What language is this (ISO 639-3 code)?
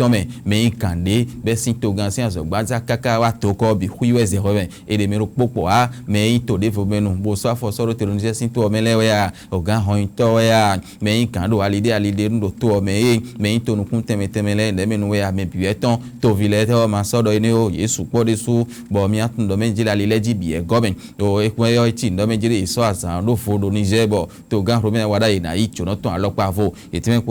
fon